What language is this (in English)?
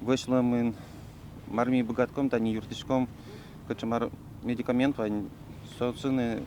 Udmurt